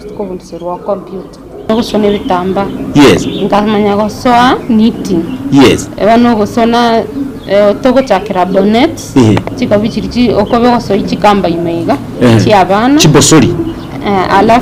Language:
Gusii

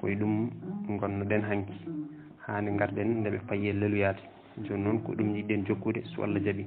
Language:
Fula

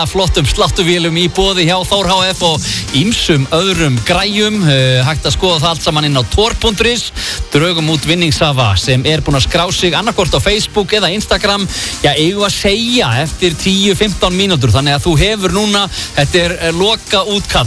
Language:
Icelandic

